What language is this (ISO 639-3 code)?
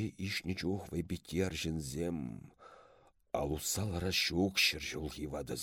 chv